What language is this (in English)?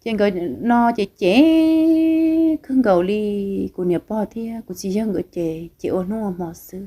Hmong